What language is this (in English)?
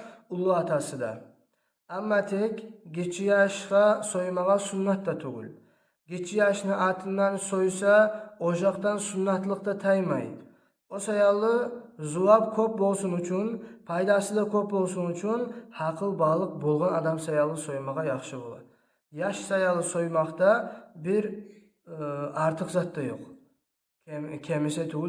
Kumyk